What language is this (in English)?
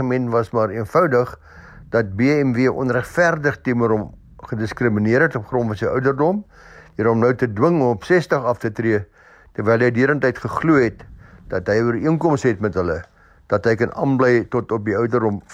Afrikaans